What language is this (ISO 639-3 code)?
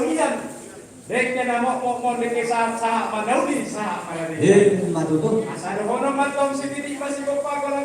bbc